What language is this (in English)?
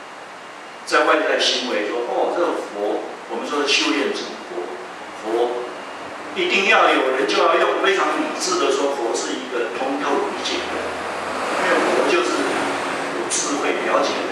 Chinese